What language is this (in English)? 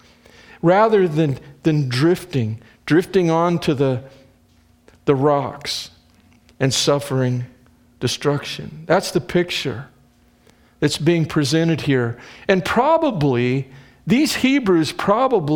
English